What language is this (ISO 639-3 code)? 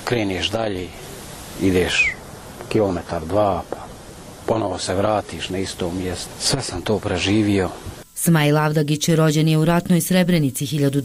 bos